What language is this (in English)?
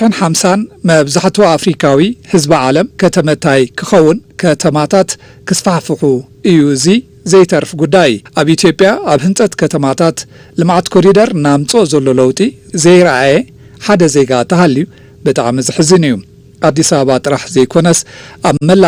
Tigrinya